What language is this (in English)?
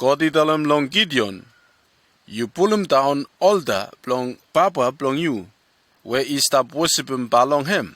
Bislama